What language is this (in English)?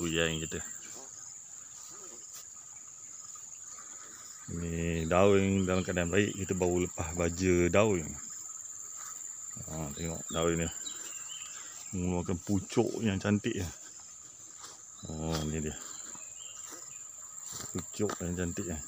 Malay